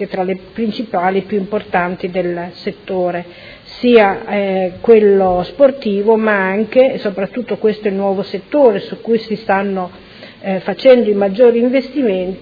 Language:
Italian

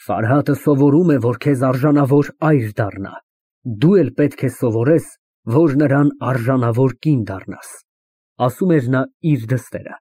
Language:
Armenian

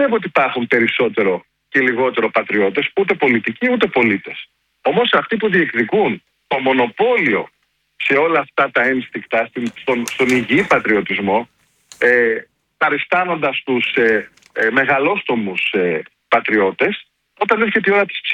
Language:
Greek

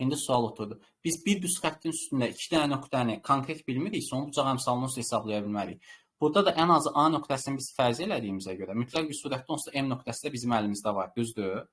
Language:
Azerbaijani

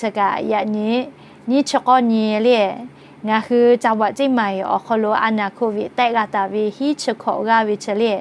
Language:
Lahu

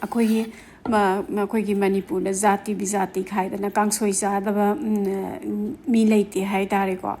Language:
Manipuri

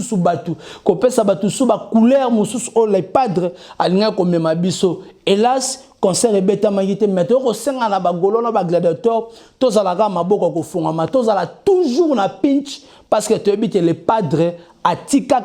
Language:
Lingala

